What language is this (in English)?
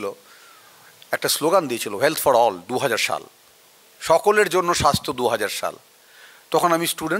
Bangla